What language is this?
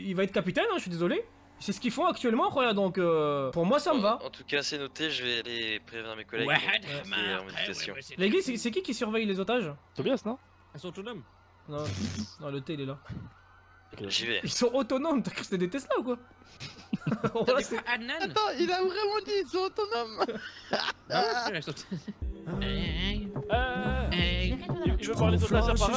French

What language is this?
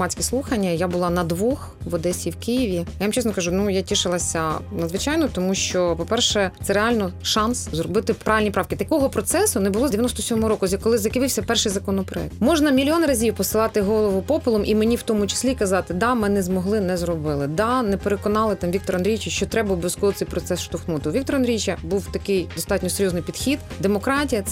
Ukrainian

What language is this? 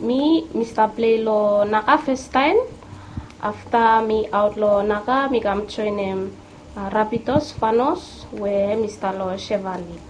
Bislama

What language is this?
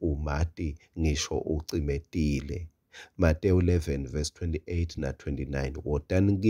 Swati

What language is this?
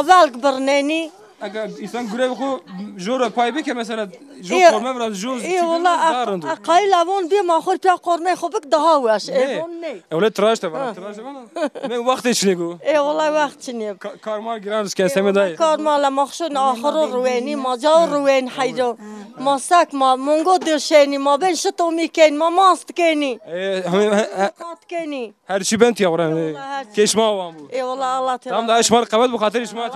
Zaza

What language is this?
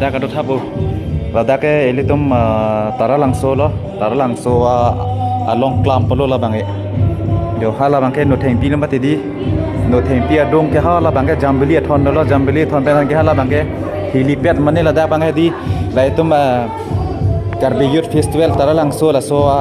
Karbi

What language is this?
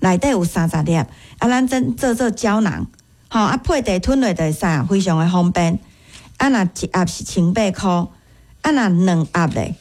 Min Nan Chinese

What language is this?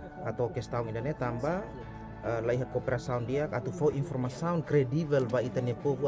Tetum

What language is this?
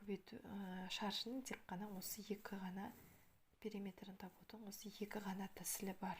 Kazakh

